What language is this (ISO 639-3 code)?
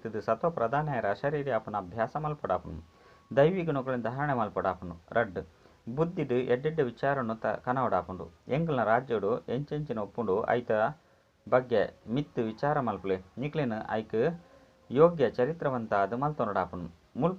tcy